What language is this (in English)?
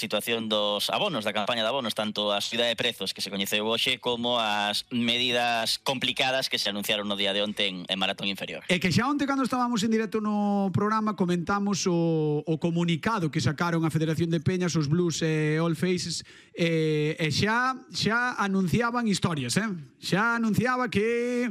Galician